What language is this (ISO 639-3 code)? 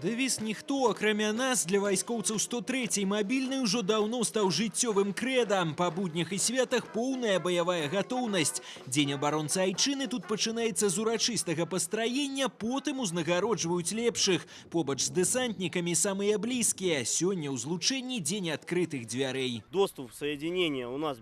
bel